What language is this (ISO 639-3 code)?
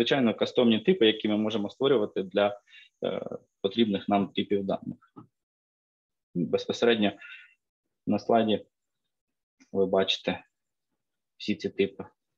ukr